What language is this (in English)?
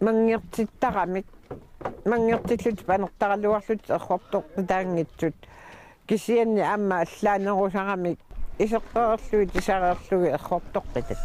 Kalaallisut